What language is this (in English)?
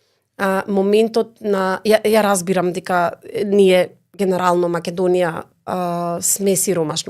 Macedonian